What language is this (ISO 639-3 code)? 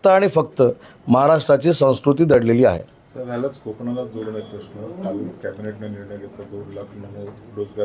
mar